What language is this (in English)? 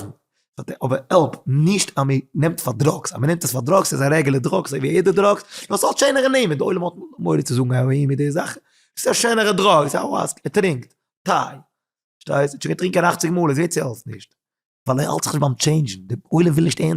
Yiddish